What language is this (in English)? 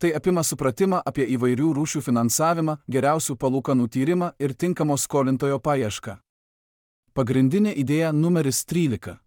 Lithuanian